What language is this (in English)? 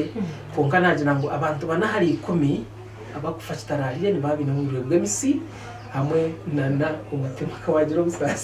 Nyankole